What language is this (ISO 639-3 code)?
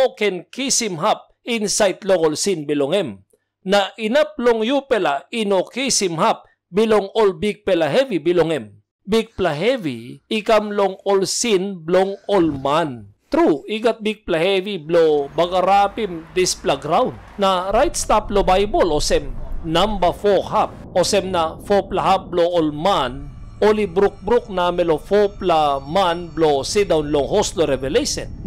tpi